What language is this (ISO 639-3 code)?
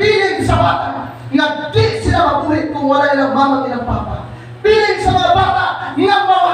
ceb